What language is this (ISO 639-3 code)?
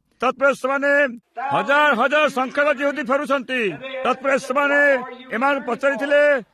ori